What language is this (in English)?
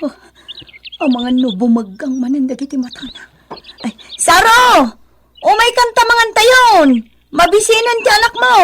Iloko